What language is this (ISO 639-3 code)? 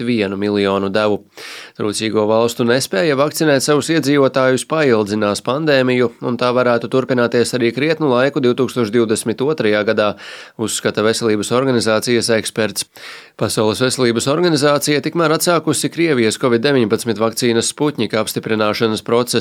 lav